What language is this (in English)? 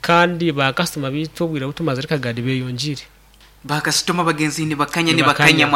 Nyankole